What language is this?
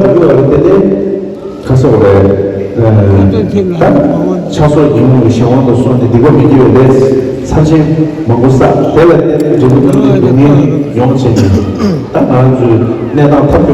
Tibetan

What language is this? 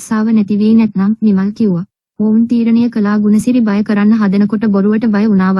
Sinhala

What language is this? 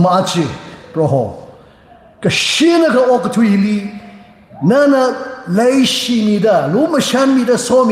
Tangkhul Naga (India)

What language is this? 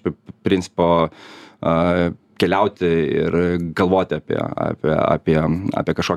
Lithuanian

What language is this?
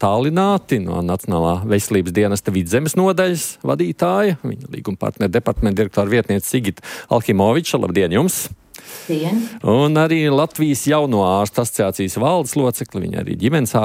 Latvian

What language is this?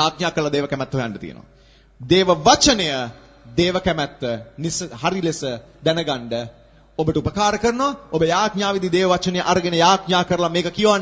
Sinhala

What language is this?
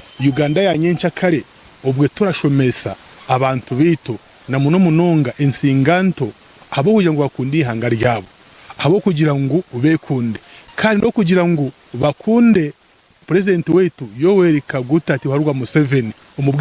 Nyankole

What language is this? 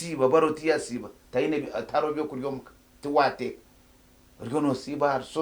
Nyankole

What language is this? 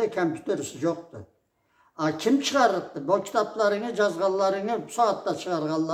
Karachay-Balkar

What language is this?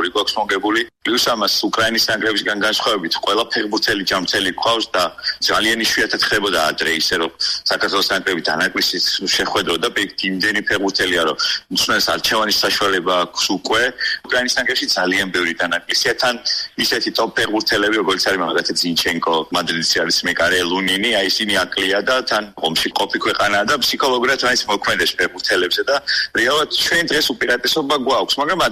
Georgian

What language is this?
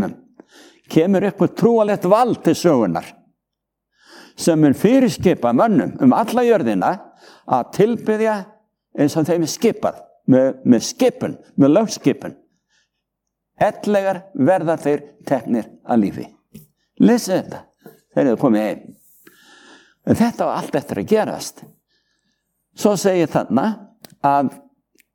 Icelandic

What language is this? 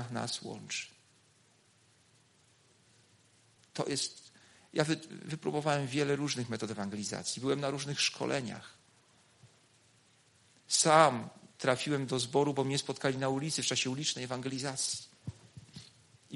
Polish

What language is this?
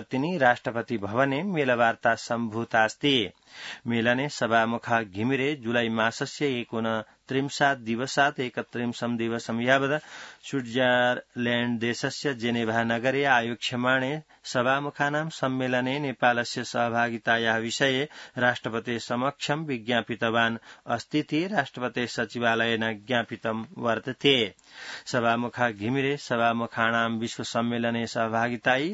Sanskrit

